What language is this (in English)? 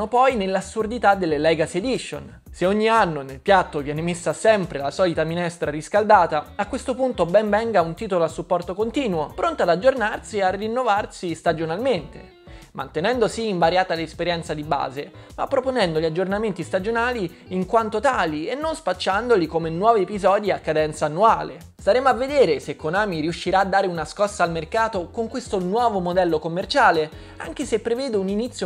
Italian